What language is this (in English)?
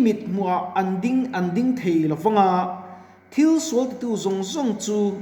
Mizo